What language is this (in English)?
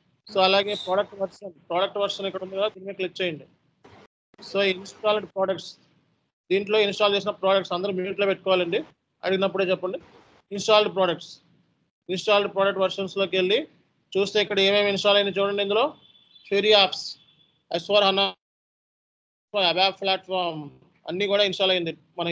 Telugu